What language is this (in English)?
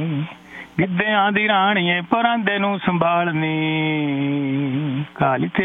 Punjabi